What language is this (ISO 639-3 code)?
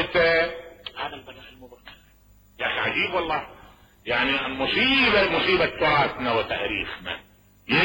acm